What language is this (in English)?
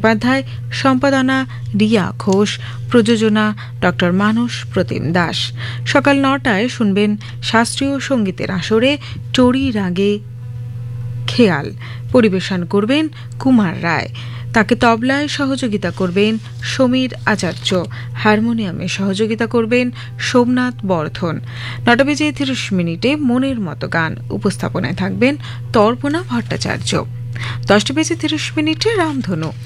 Bangla